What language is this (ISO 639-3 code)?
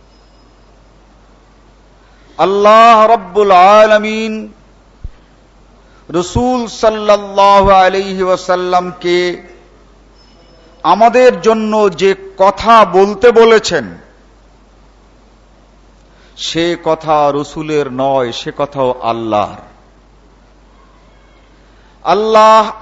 ben